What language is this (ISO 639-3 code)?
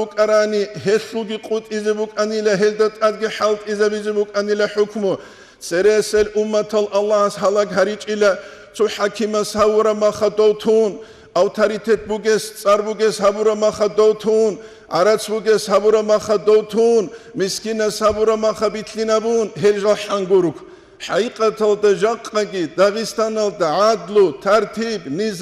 ava